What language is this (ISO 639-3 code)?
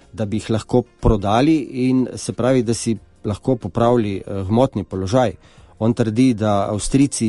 slv